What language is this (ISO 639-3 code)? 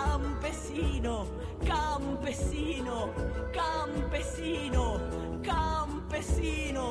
spa